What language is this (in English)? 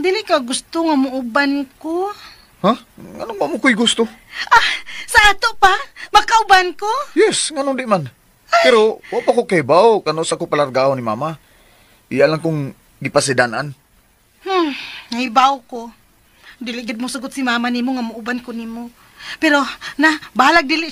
Cebuano